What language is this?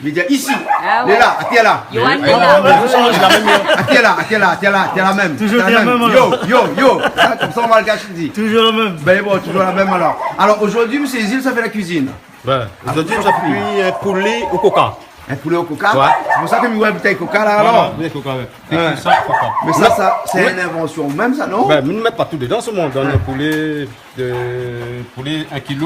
Réunion Creole French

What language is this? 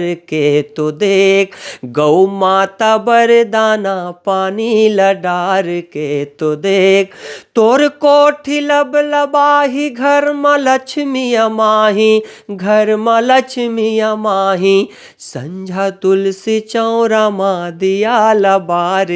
Chhattisgarhi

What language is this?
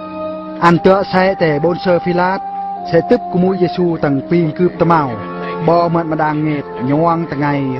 Eastern Bru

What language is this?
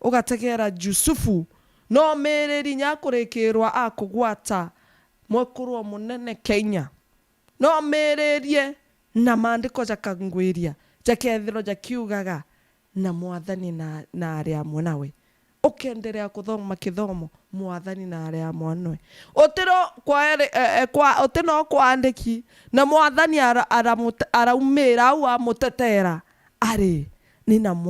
Meru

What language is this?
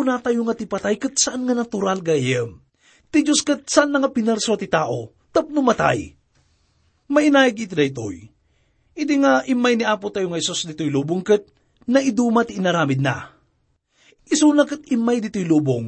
Iloko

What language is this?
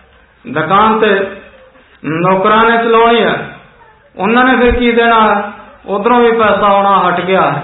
Punjabi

